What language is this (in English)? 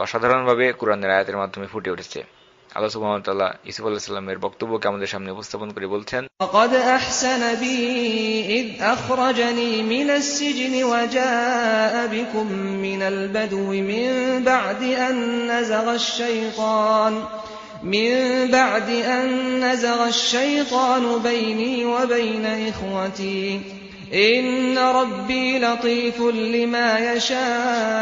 Bangla